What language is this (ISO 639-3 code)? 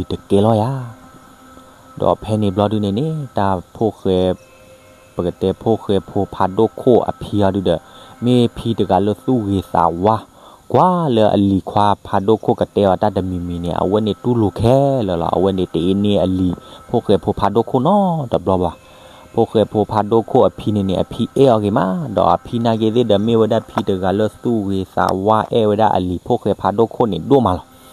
ksw